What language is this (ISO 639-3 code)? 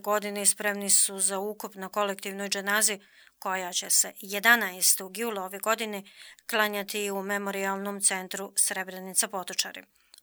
bos